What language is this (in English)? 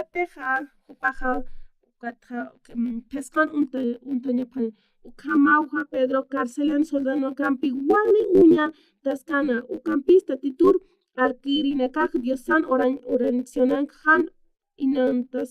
Aymara